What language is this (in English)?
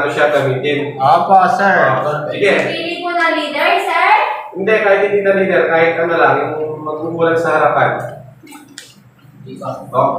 Filipino